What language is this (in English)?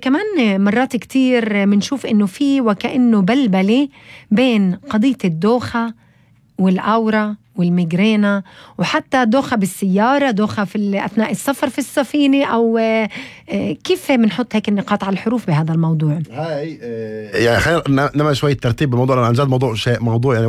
North Levantine Arabic